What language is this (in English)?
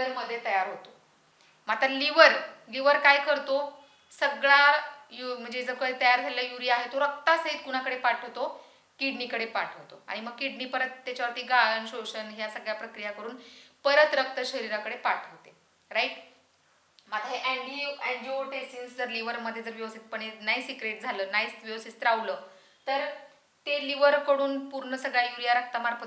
Marathi